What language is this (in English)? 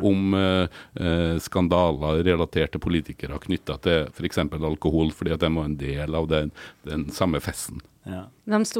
Norwegian